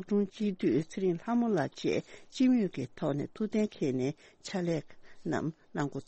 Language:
Tibetan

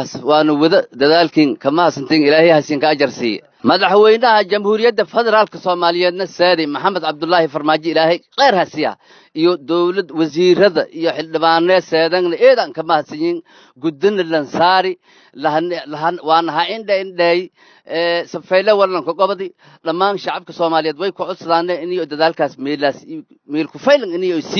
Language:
Somali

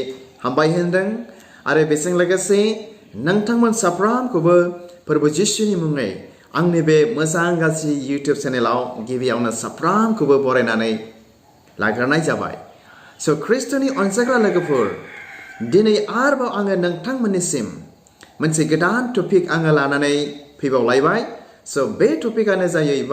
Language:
Bodo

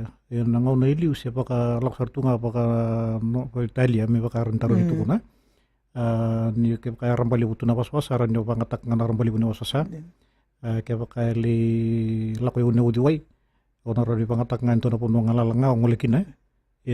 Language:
Fijian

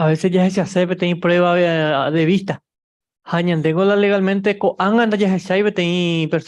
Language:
Guarani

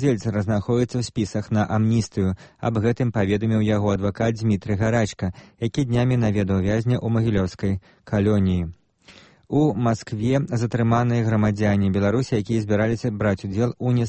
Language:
Belarusian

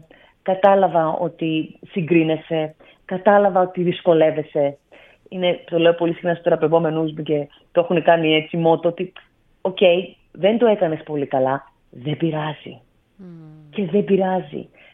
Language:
Greek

